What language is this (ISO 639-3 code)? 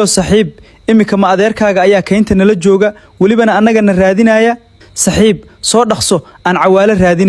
som